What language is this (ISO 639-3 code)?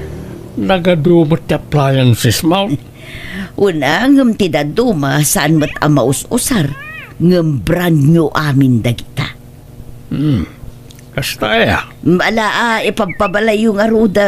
ilo